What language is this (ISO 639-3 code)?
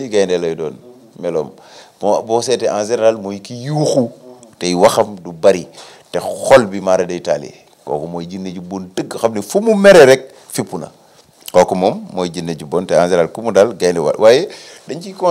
wol